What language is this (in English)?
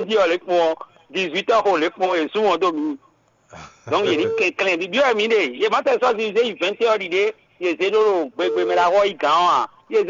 Fon